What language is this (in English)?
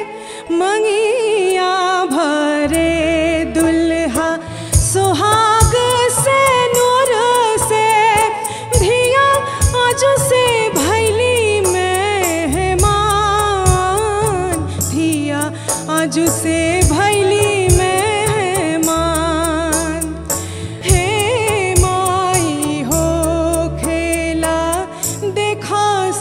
Bhojpuri